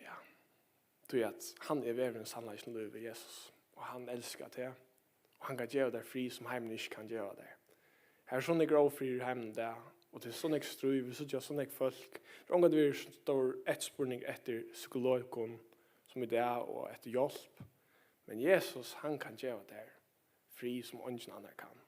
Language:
Faroese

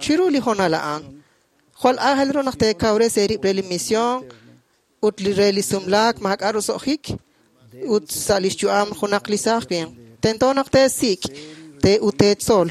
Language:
Kekchí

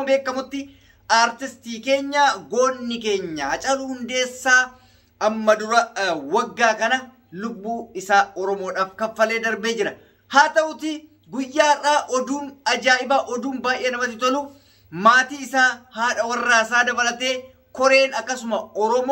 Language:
Oromo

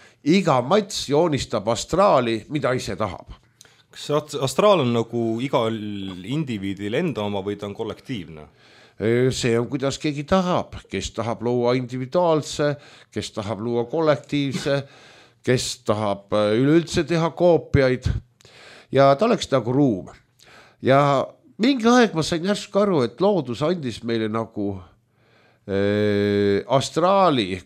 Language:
Estonian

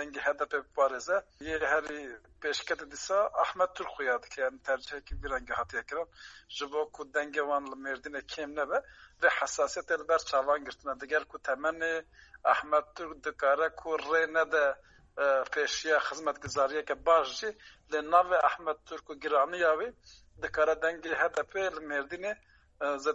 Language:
Kurdish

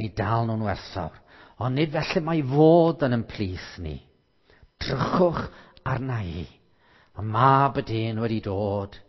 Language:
Welsh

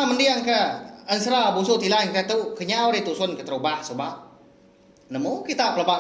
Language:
Iban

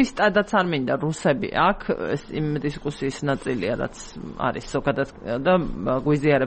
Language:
Georgian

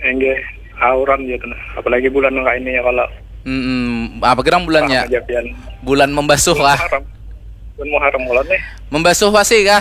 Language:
Banjar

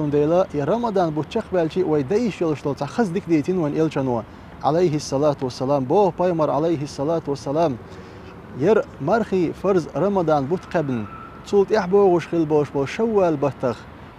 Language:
Chechen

